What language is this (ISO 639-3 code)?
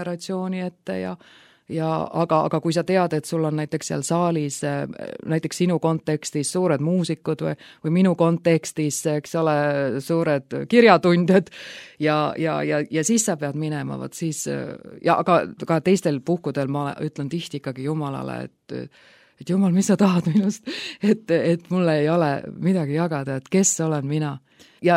est